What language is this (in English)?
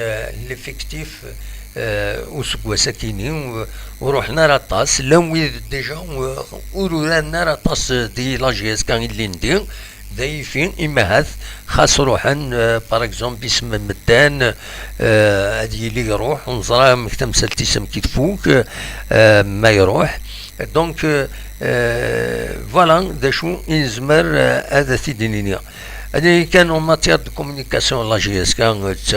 Kabyle